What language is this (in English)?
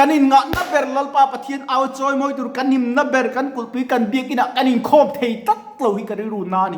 Mizo